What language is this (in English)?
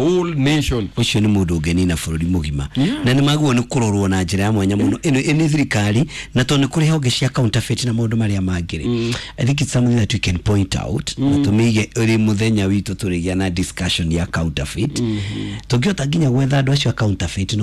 Kikuyu